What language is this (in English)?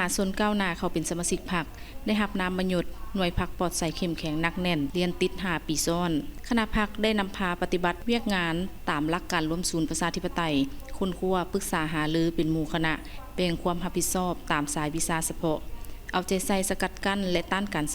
Lao